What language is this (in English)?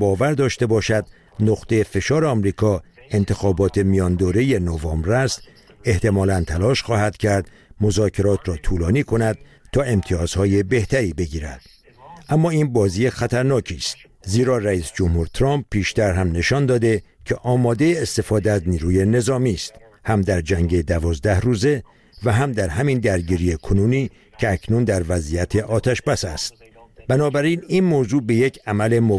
Persian